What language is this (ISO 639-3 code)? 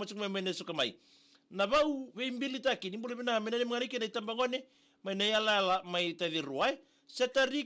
fij